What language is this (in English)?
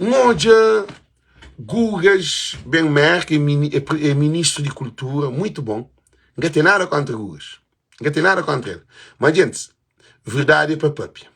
Kabuverdianu